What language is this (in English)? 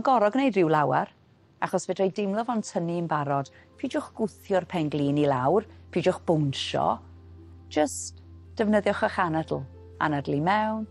Welsh